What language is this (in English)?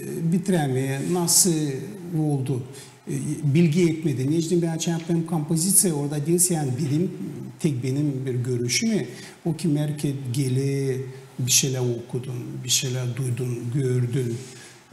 Gagauz